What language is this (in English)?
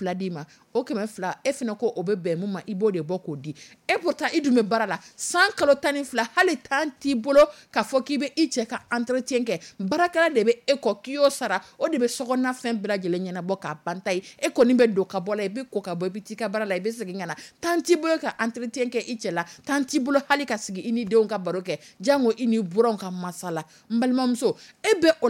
Dyula